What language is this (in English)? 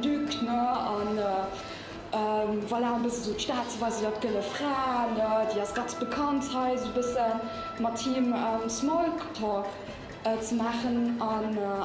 Luxembourgish